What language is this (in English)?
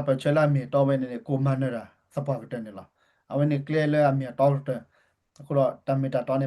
S'gaw Karen